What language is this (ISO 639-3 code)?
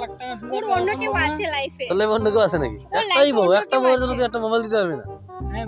ben